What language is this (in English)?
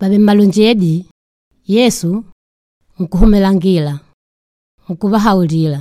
Makonde